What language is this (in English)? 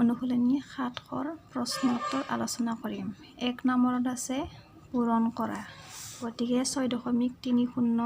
Assamese